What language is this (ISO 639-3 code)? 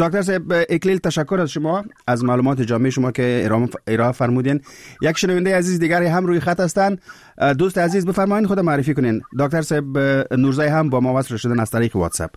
fas